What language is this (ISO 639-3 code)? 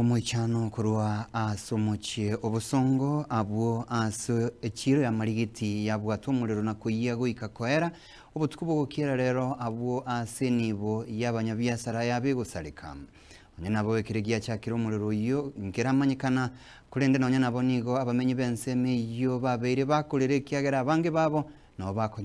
guz